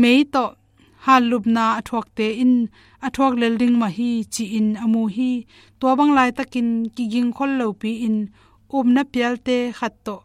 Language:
Tedim Chin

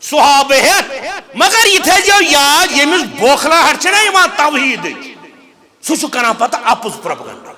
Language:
Kashmiri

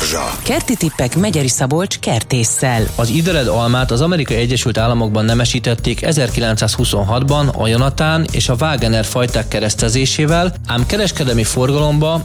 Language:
Hungarian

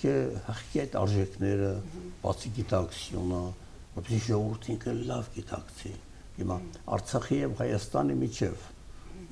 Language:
Armenian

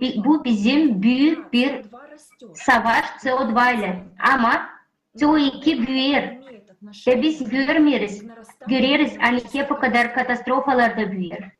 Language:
Gagauz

